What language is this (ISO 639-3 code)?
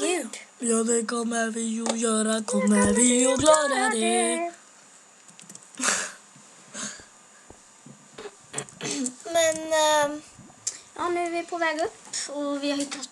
swe